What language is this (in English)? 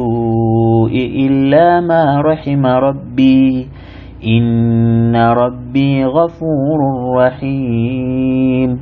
Nyanja